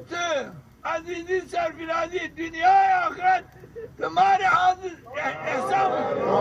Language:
Zaza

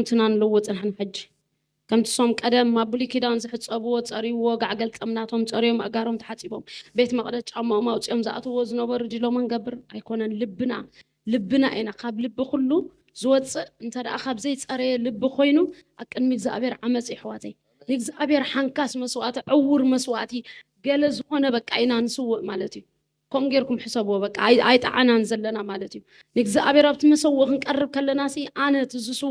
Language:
Tigrinya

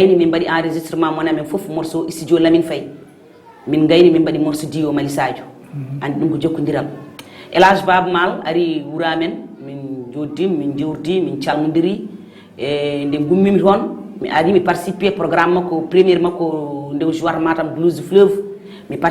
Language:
Fula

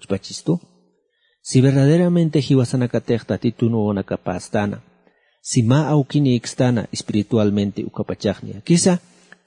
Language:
Aymara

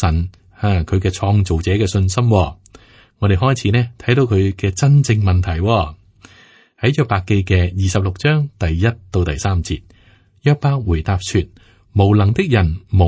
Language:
Cantonese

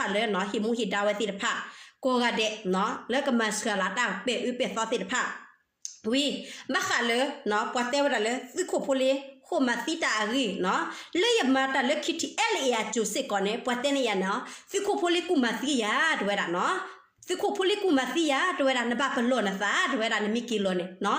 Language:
S'gaw Karen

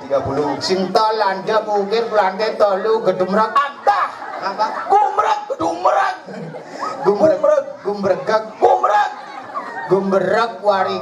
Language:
Balinese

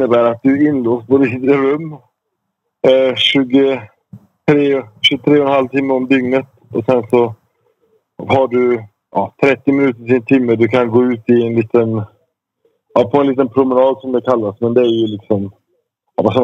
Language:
Swedish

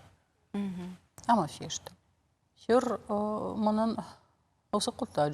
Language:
Ossetic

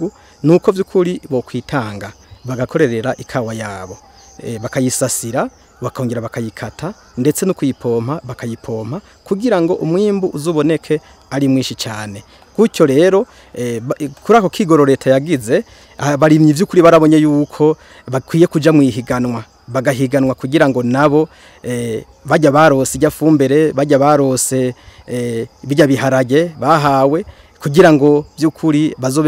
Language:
Rundi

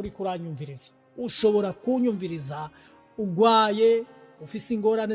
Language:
Rundi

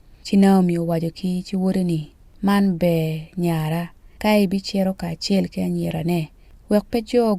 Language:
Acoli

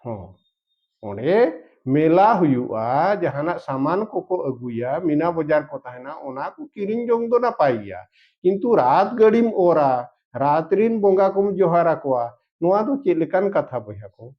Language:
Santali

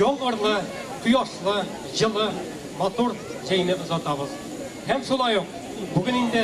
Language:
Tatar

